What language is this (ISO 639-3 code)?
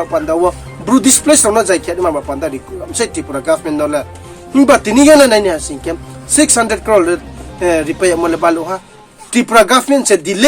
ria